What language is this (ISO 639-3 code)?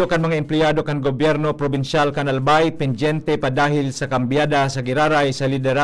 bik